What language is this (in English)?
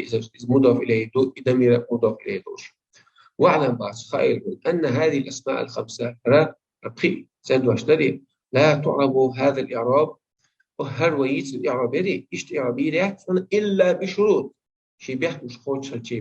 Chechen